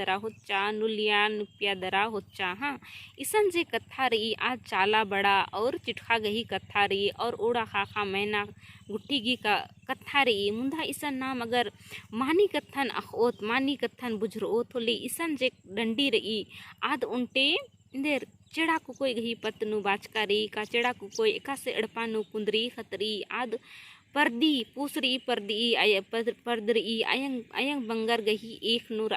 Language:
Kurukh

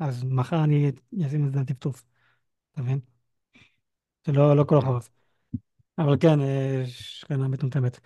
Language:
Hebrew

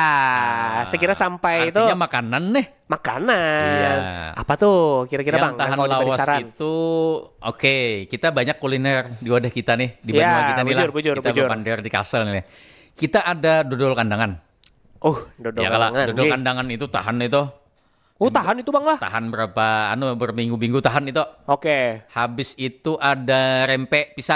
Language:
Banjar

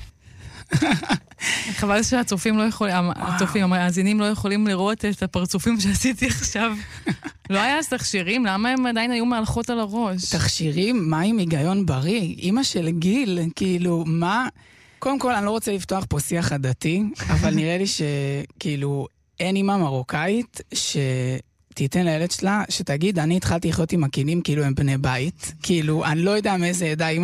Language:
Hebrew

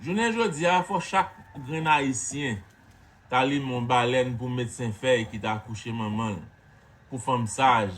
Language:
Haitian Creole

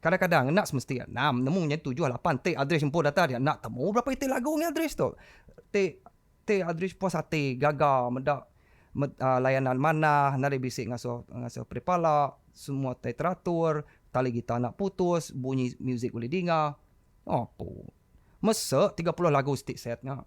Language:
Iban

